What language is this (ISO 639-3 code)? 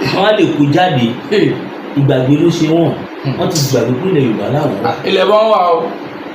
yor